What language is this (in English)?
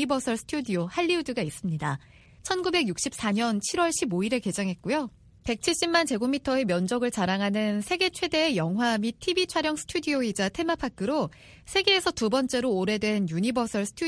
Korean